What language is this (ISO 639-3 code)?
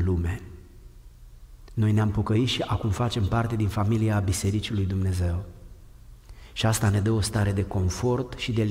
ron